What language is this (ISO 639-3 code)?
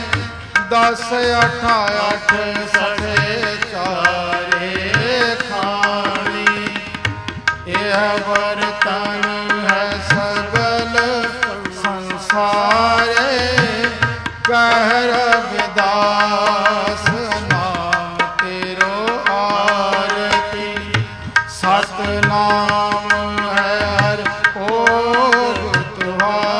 pan